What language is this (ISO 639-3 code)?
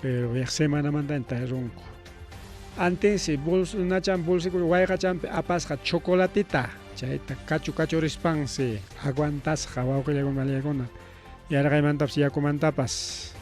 quy